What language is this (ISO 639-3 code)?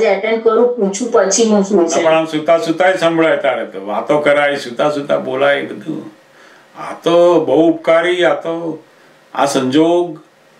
guj